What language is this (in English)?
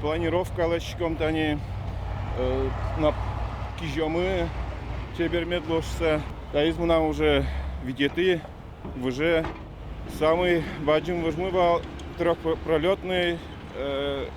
Udmurt